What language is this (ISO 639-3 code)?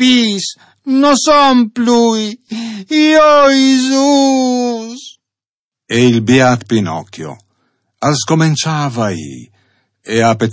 fur